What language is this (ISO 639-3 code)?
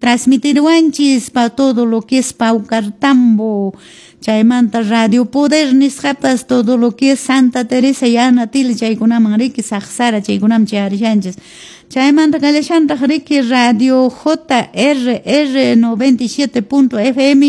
que